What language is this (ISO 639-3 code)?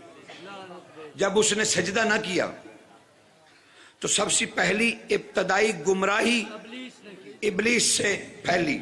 urd